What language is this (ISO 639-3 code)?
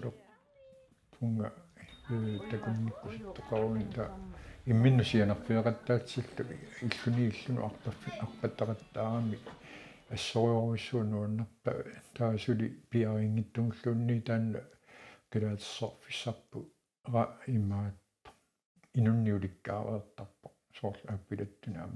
kal